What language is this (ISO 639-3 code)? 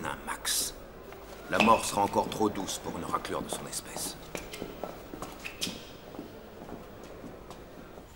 fra